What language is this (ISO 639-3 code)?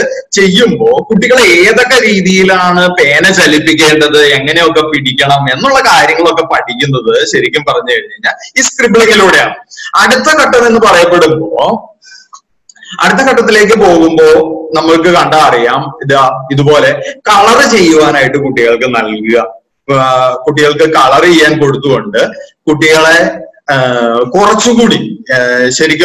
mal